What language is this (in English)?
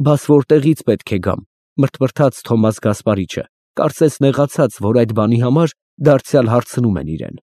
Armenian